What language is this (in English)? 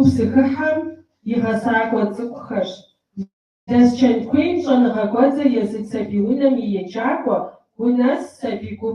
Kabardian